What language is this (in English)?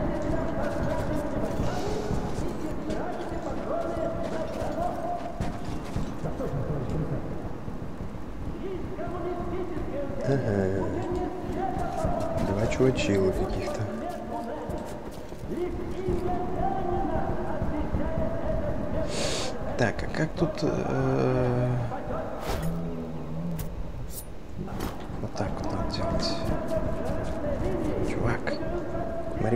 Russian